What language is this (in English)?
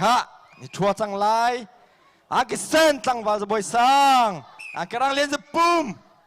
Hakha Chin